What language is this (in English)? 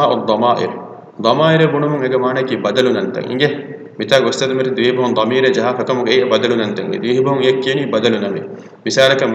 Divehi